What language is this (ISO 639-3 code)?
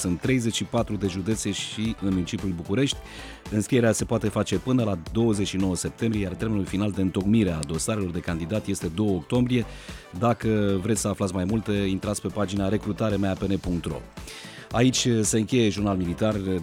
ron